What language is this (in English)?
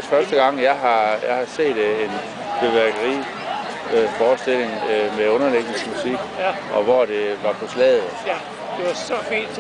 Danish